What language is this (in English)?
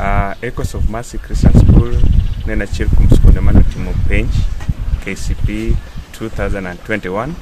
Luo (Kenya and Tanzania)